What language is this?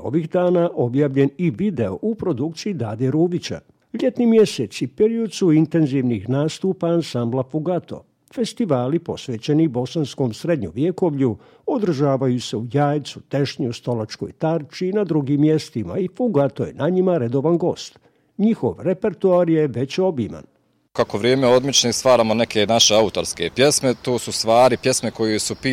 Bosnian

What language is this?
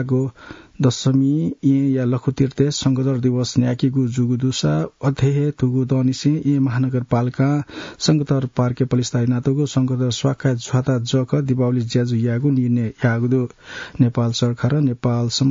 Newari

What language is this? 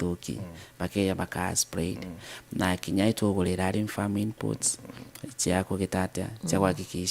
Meru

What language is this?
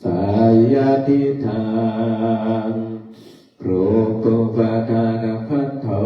Pali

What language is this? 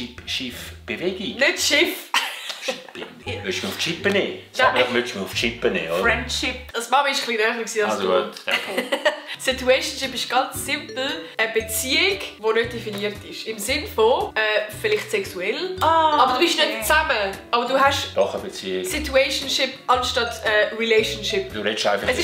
Swiss German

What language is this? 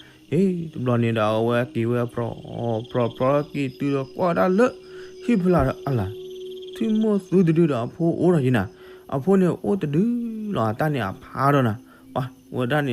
S'gaw Karen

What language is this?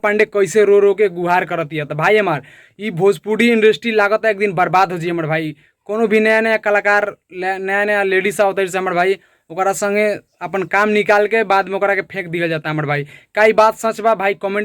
Bhojpuri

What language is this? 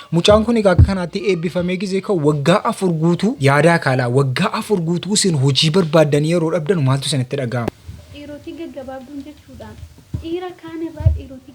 Oromo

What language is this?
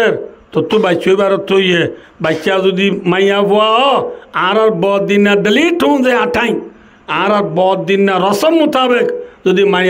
Rohingya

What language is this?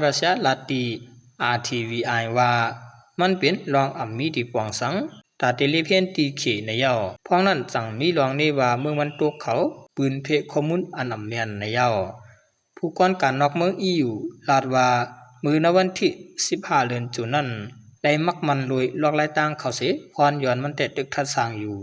Shan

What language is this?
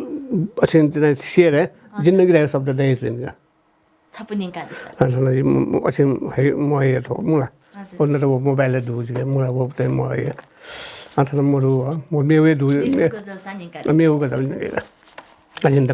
Newari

